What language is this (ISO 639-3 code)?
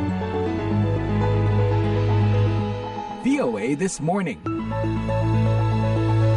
ind